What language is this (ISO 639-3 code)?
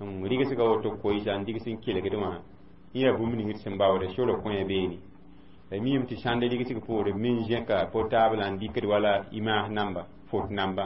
mos